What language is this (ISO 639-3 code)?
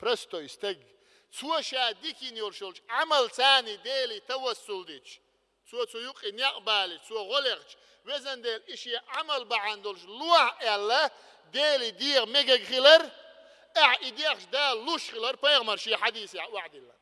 che